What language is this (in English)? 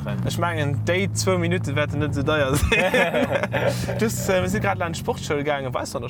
Luxembourgish